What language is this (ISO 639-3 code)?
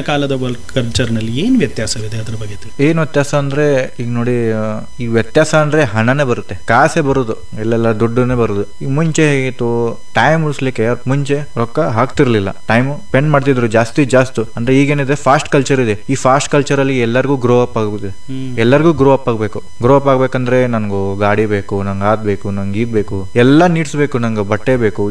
kan